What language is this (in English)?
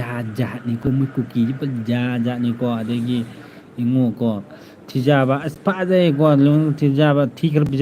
Manipuri